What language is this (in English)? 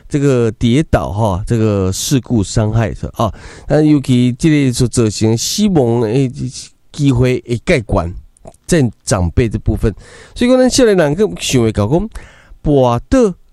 Min Nan Chinese